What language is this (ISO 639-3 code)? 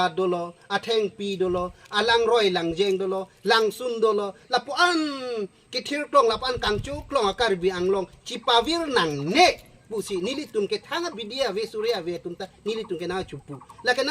mjw